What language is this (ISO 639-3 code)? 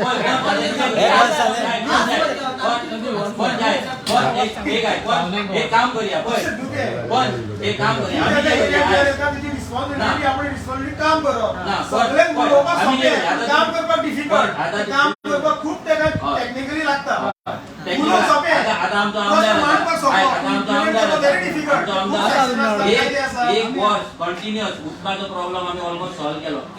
kok